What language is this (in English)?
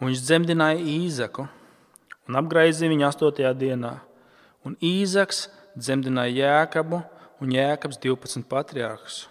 Latvian